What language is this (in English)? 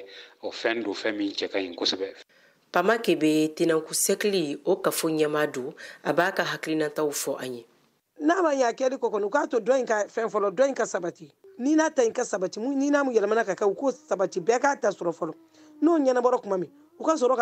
Bambara